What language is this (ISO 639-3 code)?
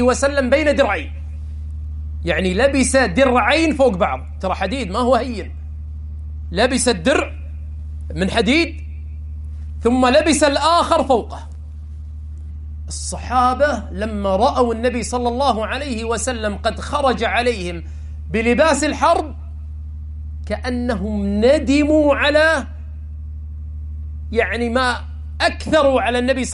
ara